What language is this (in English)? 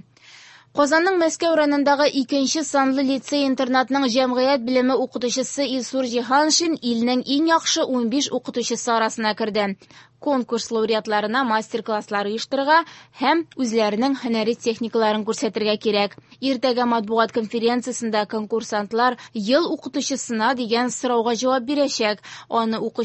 Tatar